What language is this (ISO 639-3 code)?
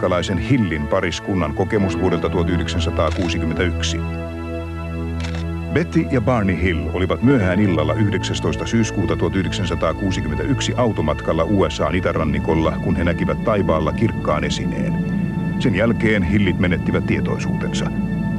fin